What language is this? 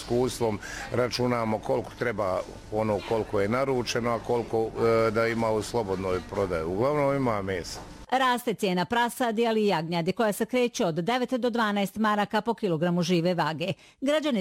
Bosnian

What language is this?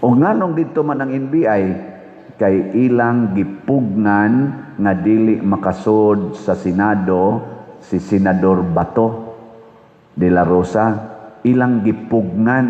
Cebuano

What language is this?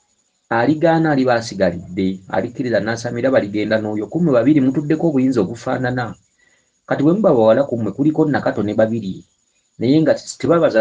Ganda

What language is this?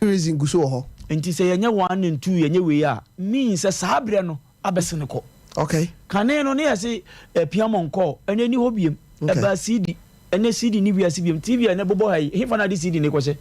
Akan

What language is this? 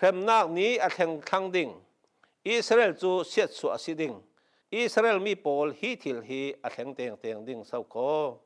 Falam Chin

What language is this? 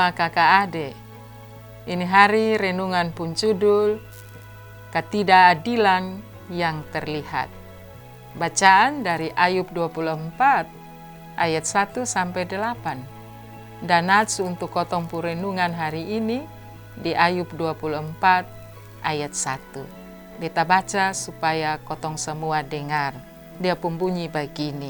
Kupang Malay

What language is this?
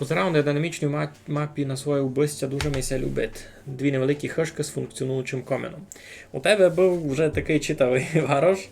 Rusyn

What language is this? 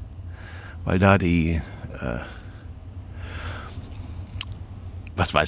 German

